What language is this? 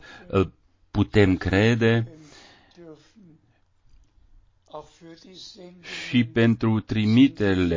Romanian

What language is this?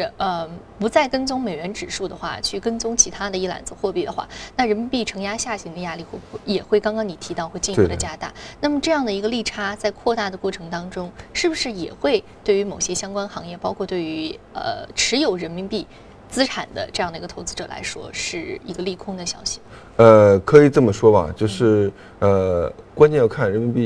Chinese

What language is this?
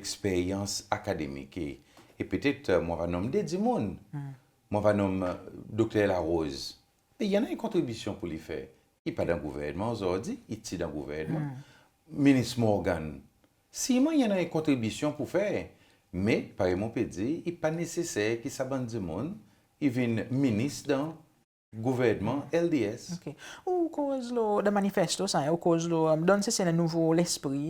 Seselwa Creole French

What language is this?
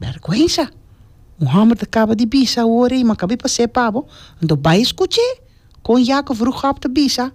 Papiamento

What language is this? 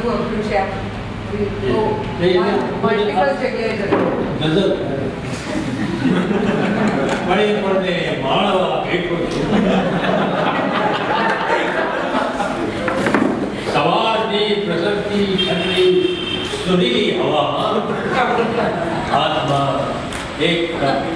Gujarati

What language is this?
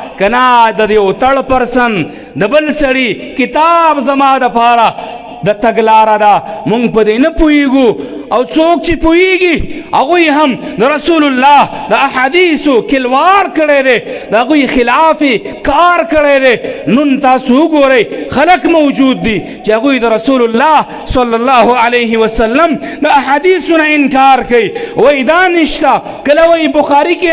Pashto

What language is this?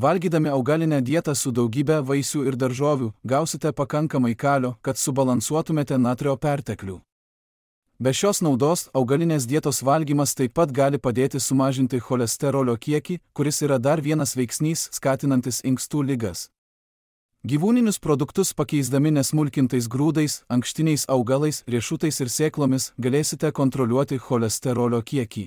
Lithuanian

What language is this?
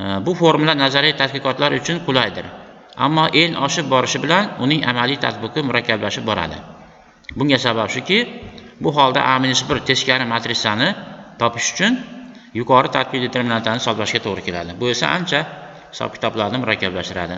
Uzbek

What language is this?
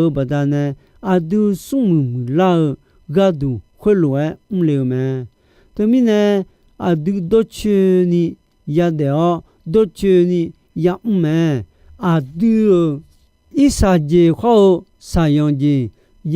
Akha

